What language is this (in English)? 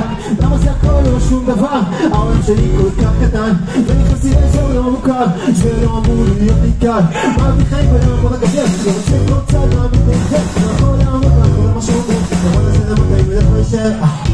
Hebrew